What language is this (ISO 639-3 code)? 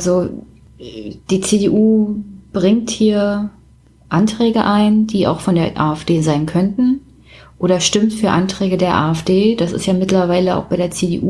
deu